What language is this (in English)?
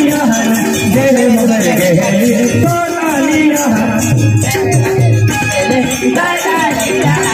Bhojpuri